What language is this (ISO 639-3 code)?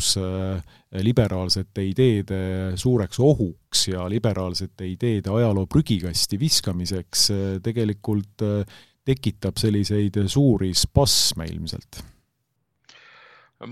est